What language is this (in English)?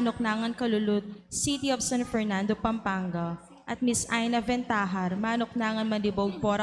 Pampanga